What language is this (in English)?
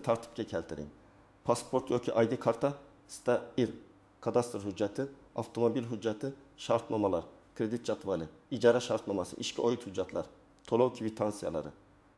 Uzbek